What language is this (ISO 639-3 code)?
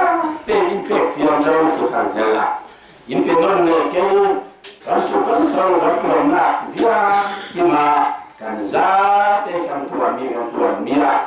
cfm